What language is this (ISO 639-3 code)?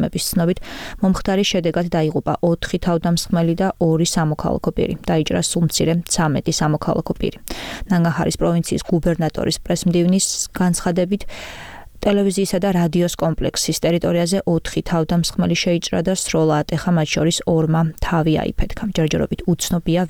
kat